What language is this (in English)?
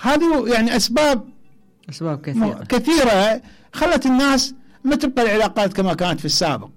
Mesopotamian Arabic